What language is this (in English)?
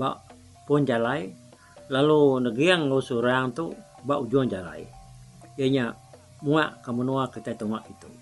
Iban